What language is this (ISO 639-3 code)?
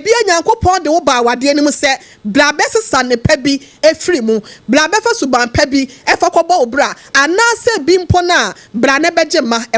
aka